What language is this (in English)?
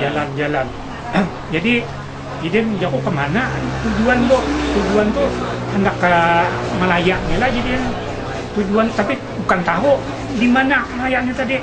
Banjar